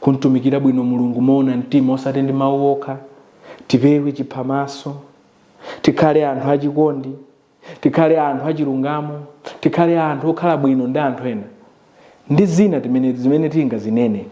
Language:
Nyanja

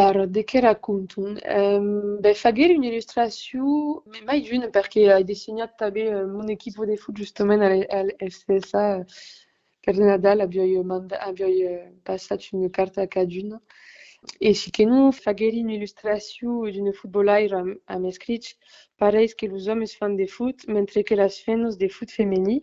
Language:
Occitan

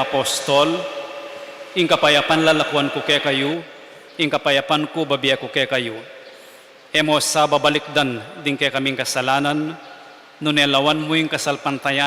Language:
Pampanga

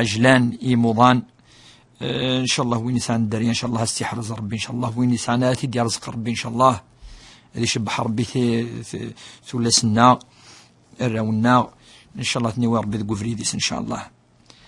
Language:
Kabyle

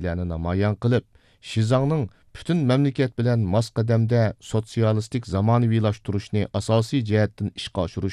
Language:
Uyghur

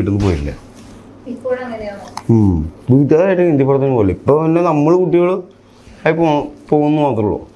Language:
Malayalam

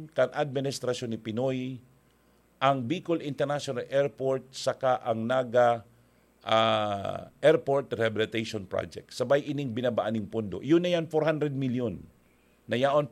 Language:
Bikol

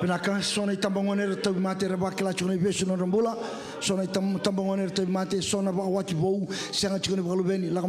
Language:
Fijian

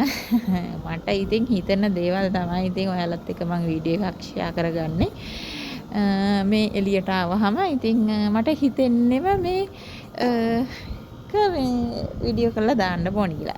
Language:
Sinhala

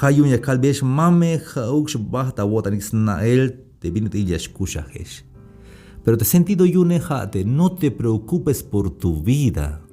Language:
Tzeltal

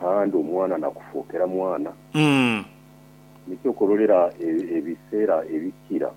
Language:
Nyoro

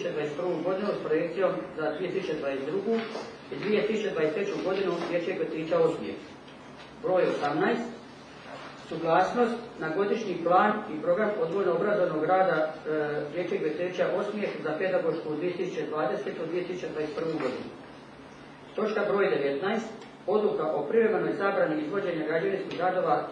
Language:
Croatian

